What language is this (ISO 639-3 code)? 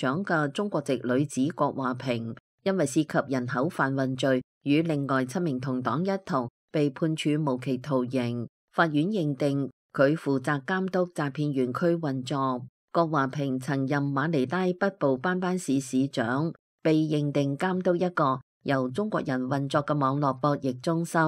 yue